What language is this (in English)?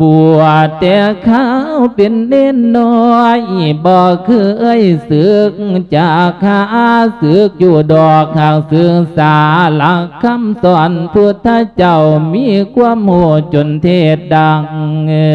Lao